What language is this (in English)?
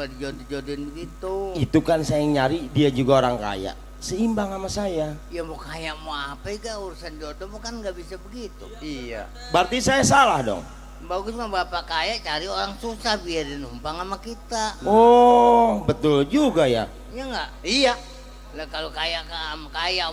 Betawi